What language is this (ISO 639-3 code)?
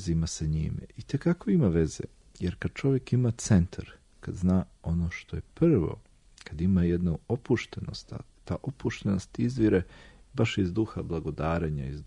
srp